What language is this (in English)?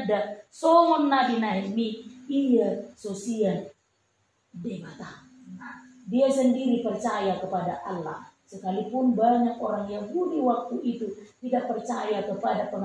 Batak Toba